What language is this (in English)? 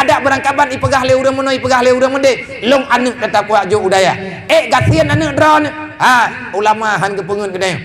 Achinese